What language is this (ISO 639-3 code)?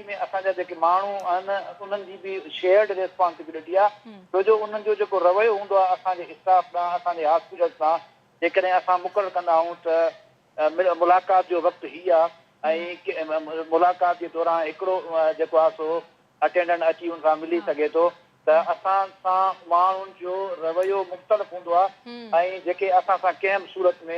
snd